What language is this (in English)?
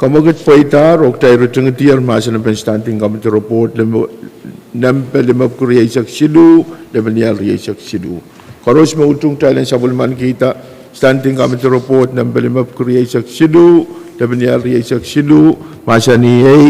Pohnpeian